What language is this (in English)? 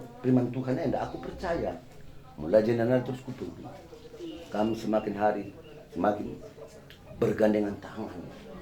Batak Karo